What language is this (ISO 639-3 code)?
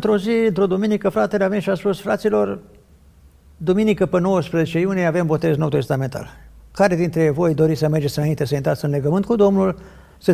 ron